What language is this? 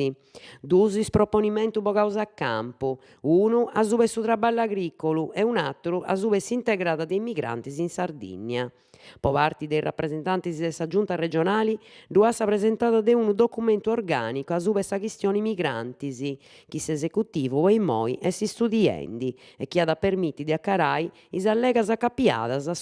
Sardinian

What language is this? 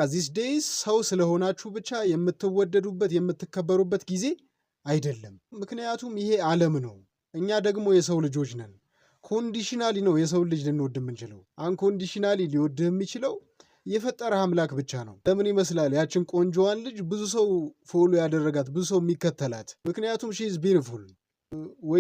Amharic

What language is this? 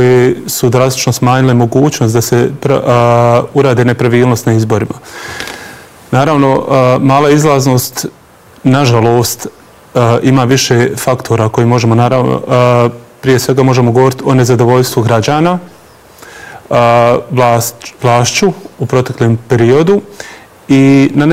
Bosnian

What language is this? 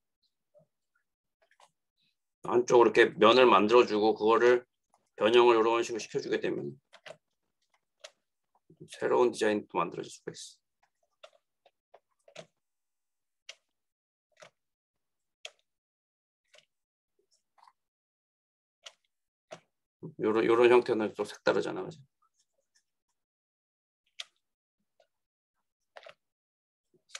Korean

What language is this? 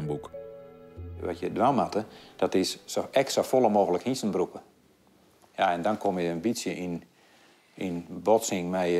Western Frisian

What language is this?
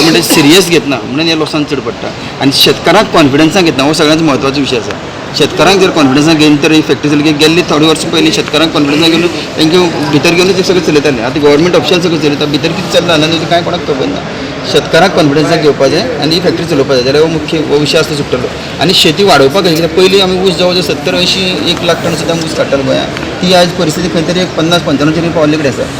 Konkani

